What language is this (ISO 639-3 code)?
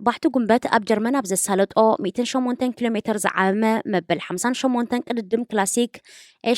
tir